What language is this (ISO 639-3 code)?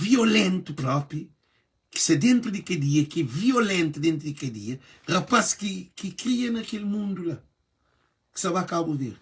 kea